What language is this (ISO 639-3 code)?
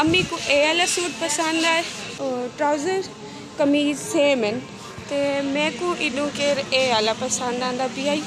skr